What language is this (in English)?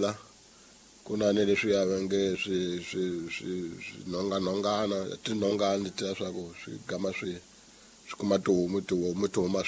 Tsonga